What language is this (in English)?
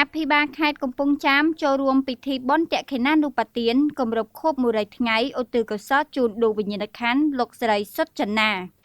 Khmer